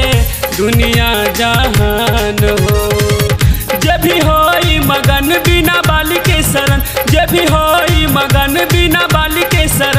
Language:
Bhojpuri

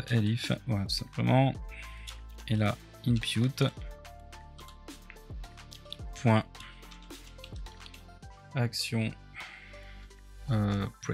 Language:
French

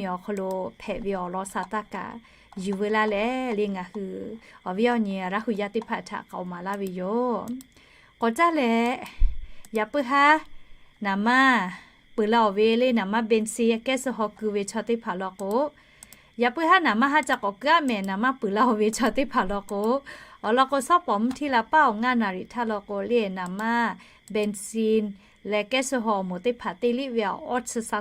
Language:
Lahu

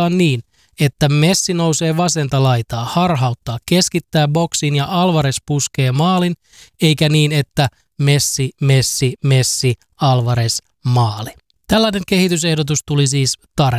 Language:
Finnish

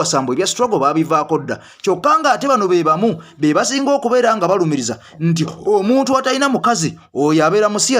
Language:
Ganda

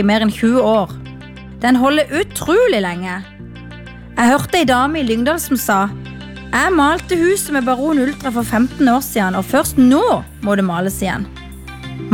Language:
Norwegian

